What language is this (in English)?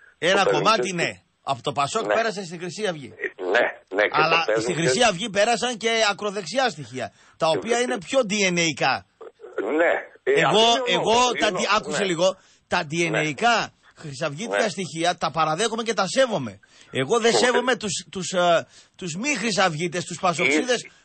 Greek